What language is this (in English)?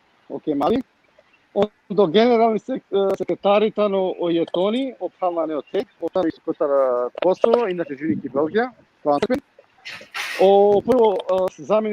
Balkan Romani